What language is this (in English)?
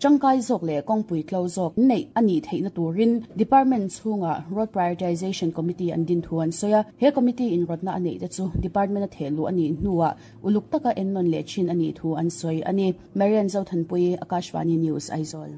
Mizo